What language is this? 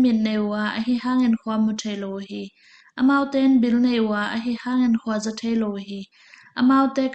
Tedim Chin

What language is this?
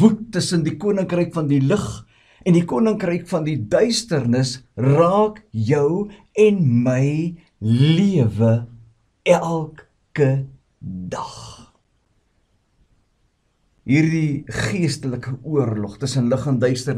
Afrikaans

